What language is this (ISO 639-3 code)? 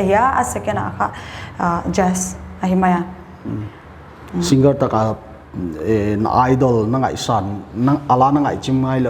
pck